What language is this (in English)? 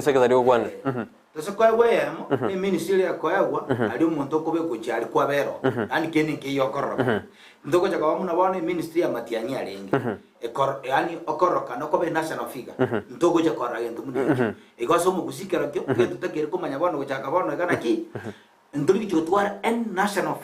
Gusii